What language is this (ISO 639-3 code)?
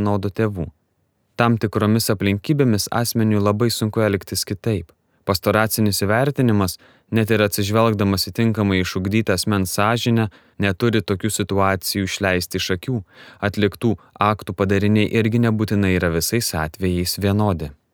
lit